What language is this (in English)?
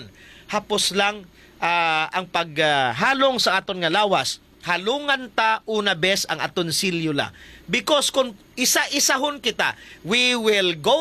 Hiligaynon